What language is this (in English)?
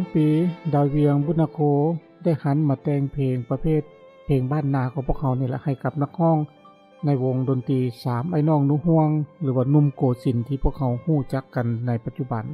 Lao